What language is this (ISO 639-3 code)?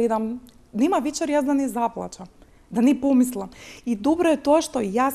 mkd